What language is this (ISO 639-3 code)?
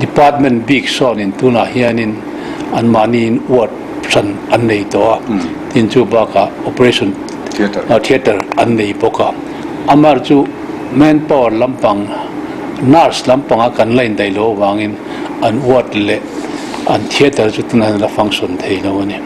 lus